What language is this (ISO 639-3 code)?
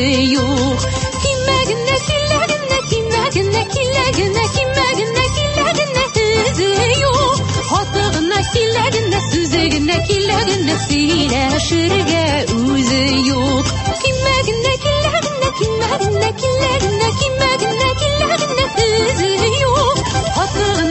tat